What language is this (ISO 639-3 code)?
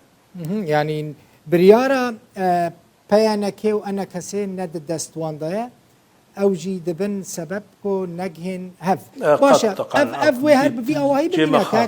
kur